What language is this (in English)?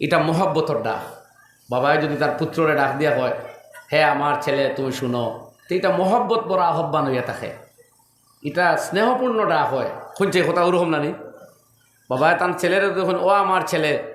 Sylheti